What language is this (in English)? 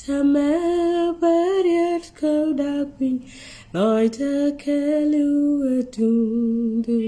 Nuer